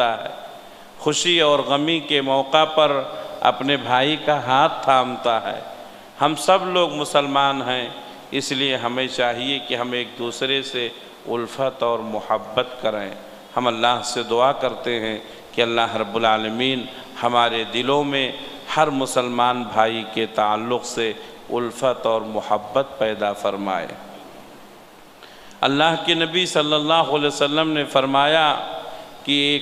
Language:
Urdu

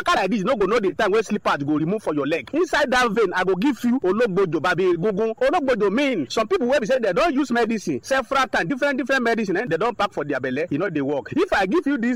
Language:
Nigerian Pidgin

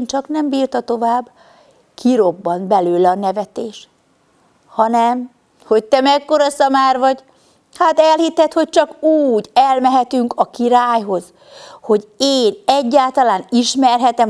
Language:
Hungarian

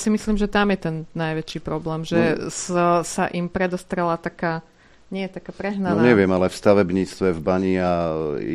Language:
Slovak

